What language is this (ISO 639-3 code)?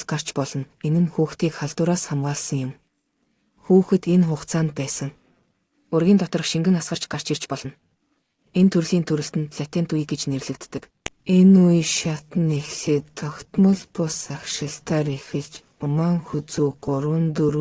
mon